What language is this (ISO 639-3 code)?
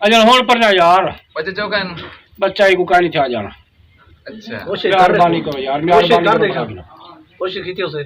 skr